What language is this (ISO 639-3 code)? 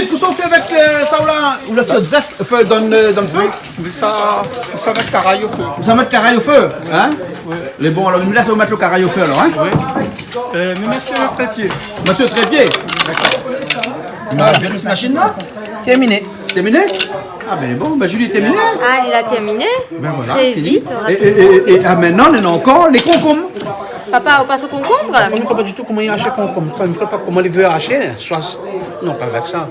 rcf